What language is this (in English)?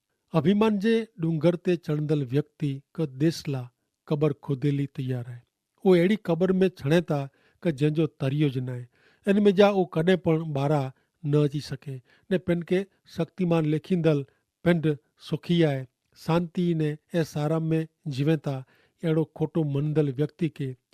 Kachhi